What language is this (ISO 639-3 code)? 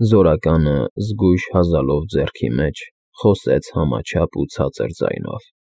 hye